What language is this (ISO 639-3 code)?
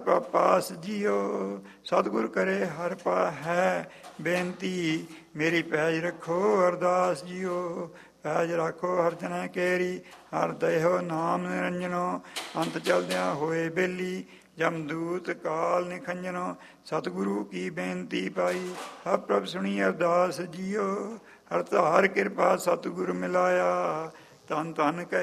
pan